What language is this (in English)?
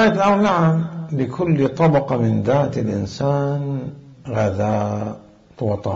Mesopotamian Arabic